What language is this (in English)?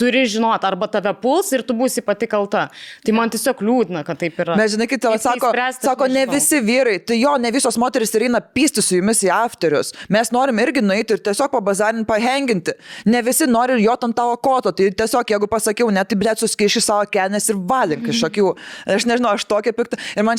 Lithuanian